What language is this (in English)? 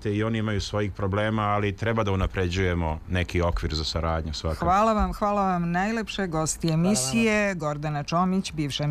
Serbian